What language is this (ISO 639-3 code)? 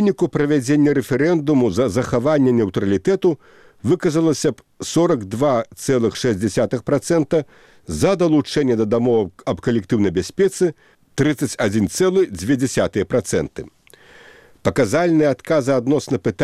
bel